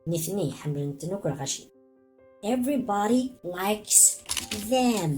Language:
Kabyle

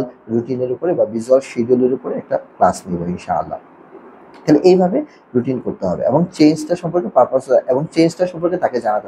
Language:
Bangla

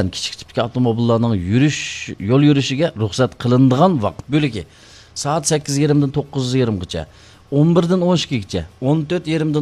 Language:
Uyghur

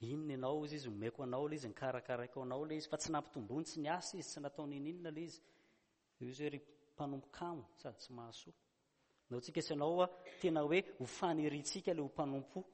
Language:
Malagasy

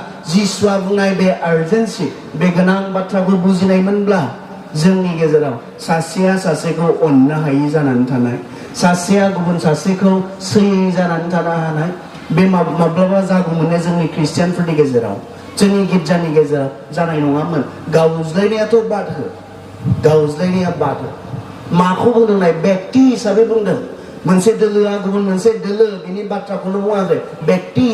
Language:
Bodo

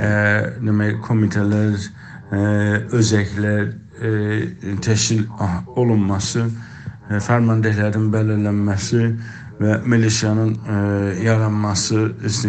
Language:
South Azerbaijani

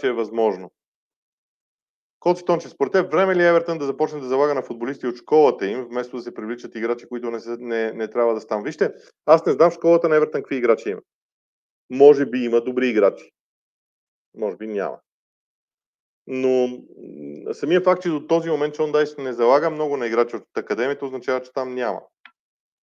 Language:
Bulgarian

